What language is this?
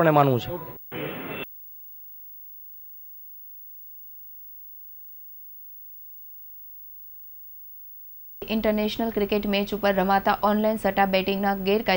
Gujarati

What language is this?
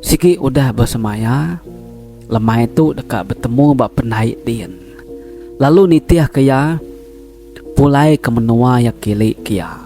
Iban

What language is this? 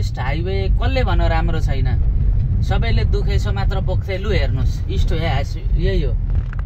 Nepali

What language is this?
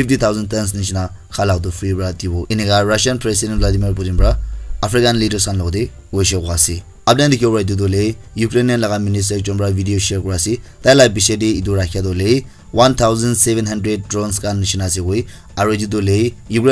Naga Pidgin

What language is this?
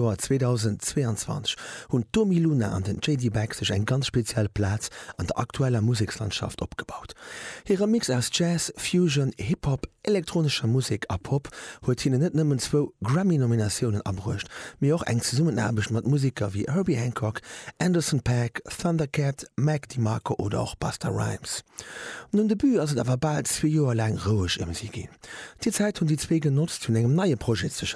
Luxembourgish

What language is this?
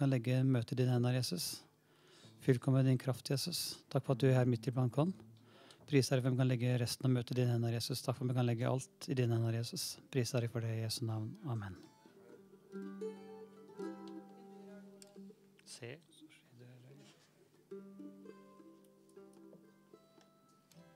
Norwegian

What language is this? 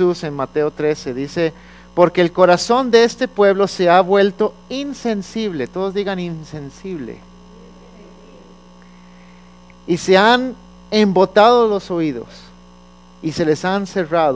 Spanish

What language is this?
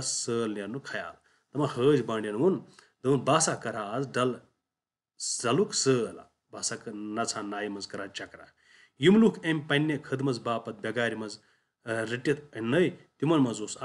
Kashmiri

